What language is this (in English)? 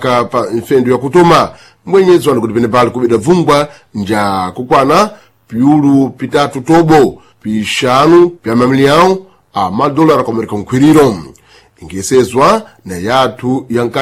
Sena